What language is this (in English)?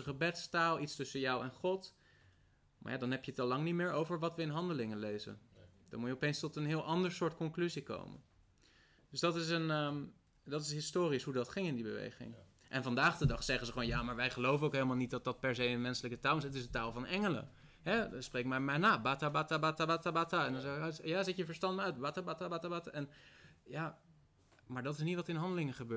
Dutch